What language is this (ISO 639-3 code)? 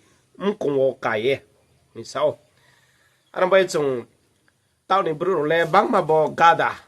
ria